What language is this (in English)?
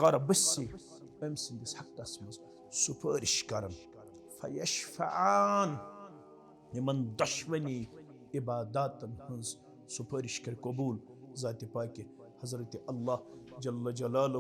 Kashmiri